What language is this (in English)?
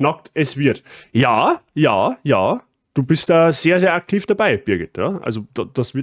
Bavarian